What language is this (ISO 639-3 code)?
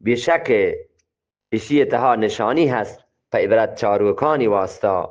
bgp